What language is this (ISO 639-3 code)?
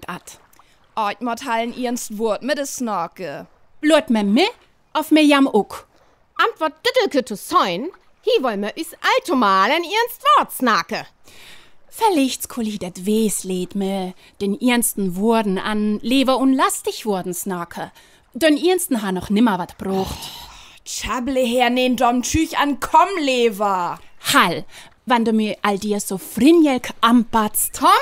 frr